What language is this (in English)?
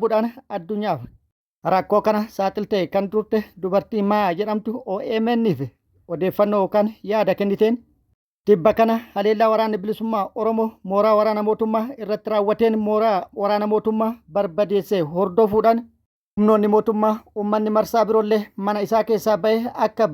Oromo